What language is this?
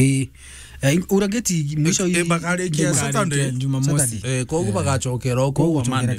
Meru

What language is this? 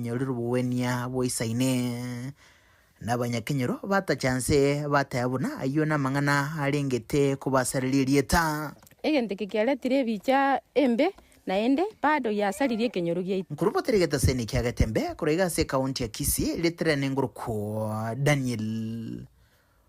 Gusii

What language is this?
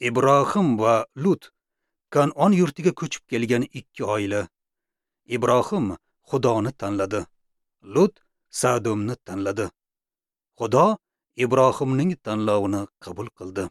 Uzbek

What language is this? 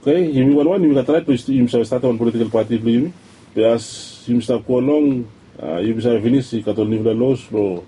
Bislama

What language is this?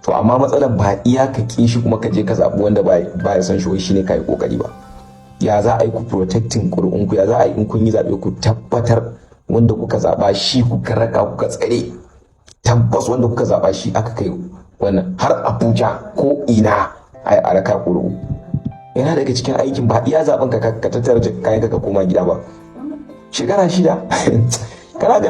Hausa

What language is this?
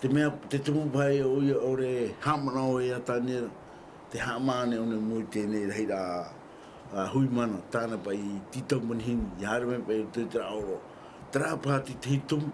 Tahitian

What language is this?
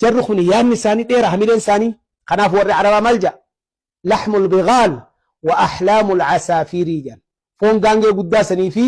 Oromo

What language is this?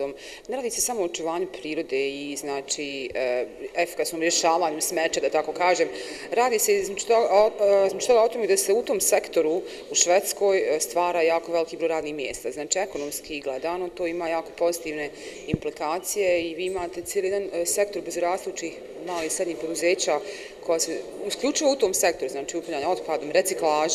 Bosnian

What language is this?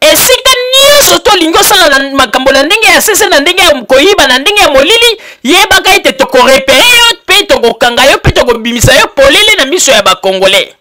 Lingala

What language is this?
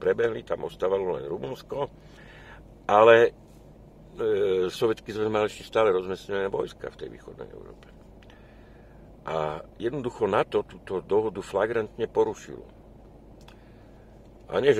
Slovak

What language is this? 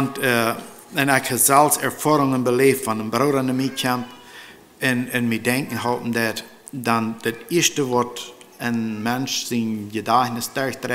Plautdietsch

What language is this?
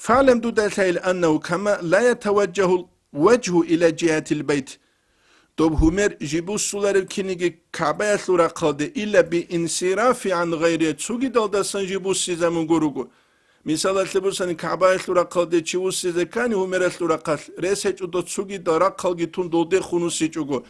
Avaric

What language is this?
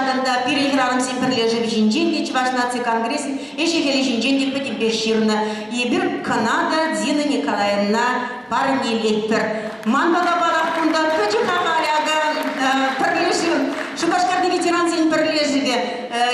Chuvash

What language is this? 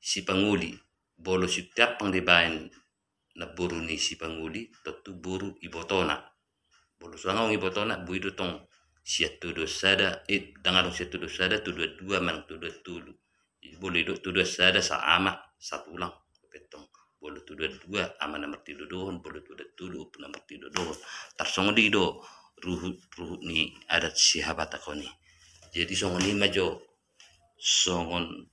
Batak Toba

